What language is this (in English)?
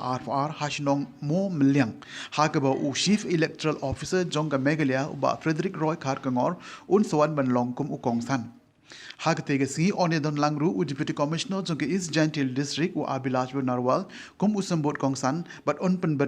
Khasi